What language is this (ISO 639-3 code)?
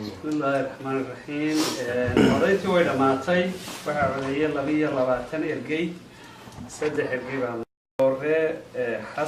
som